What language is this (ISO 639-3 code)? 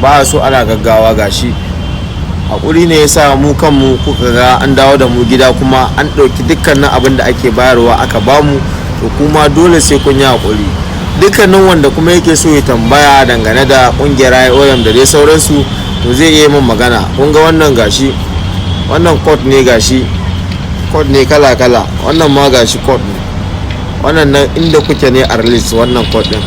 hau